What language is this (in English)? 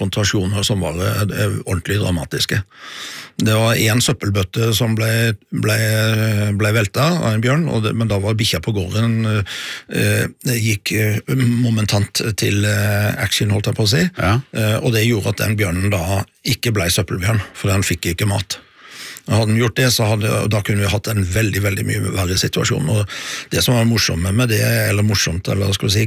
Norwegian